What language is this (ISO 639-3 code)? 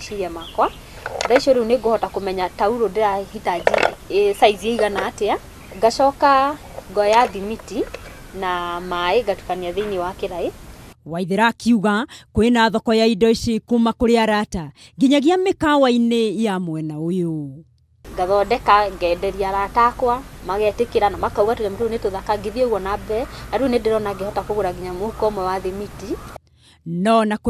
kik